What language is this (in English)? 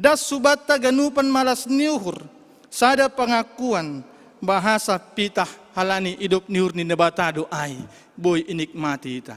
Batak Simalungun